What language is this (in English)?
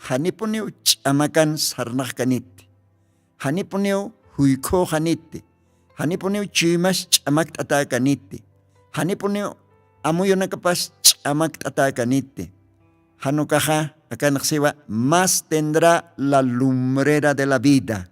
Aymara